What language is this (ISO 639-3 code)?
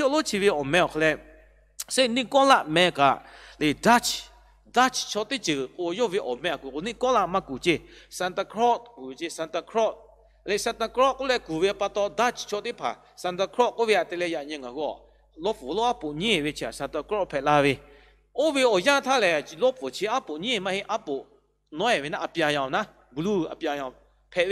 lhu